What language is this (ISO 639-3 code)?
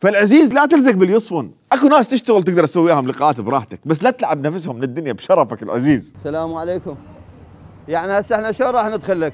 acm